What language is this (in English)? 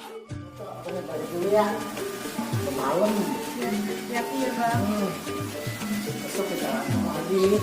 Betawi